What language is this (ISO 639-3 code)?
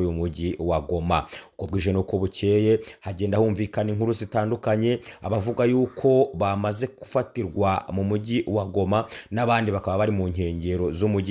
kin